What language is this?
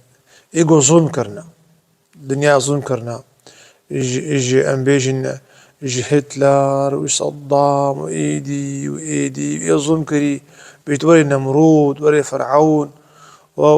Kurdish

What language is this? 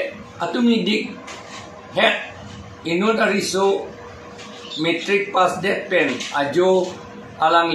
Karbi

